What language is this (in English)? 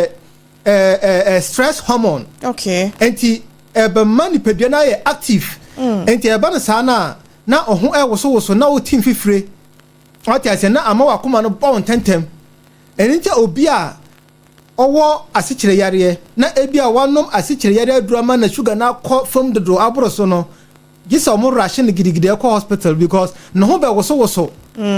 Akan